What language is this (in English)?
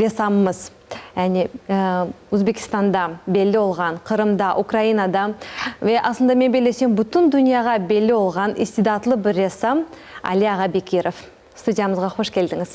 Crimean Tatar